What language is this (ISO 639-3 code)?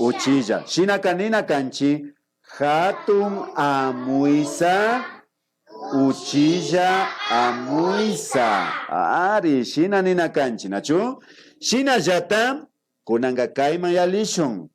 qvi